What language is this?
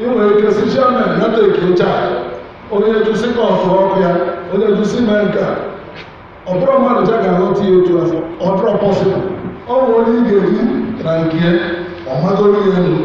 Igbo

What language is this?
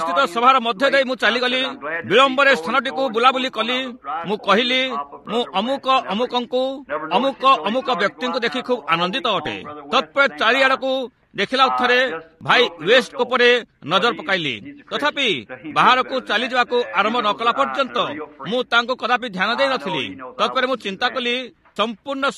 Odia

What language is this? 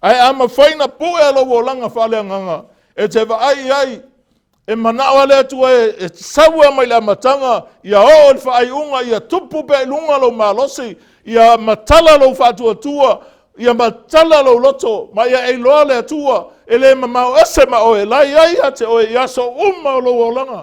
Samoan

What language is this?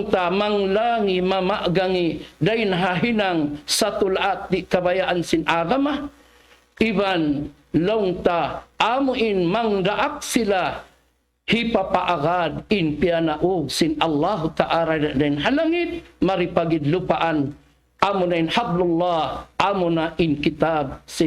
Tausug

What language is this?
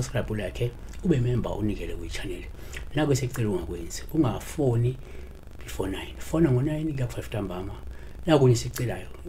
Zulu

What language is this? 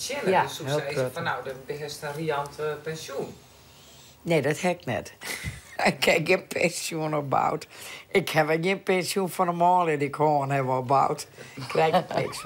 Western Frisian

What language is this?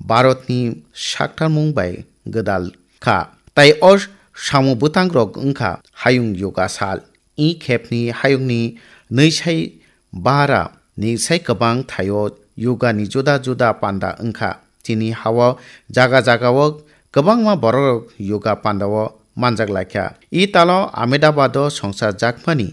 Kok Borok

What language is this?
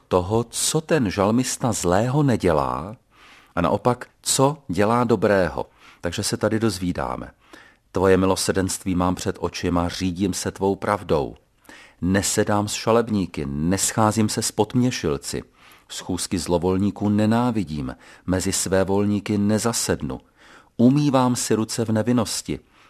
Czech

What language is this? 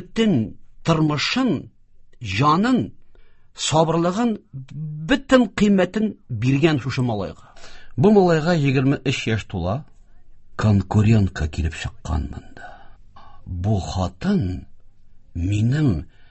Tatar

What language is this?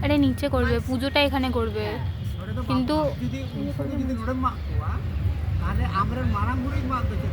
Santali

